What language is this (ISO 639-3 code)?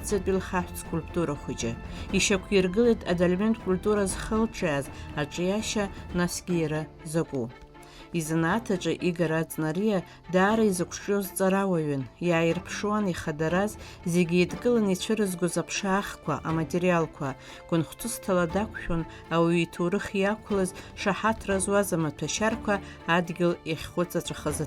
abk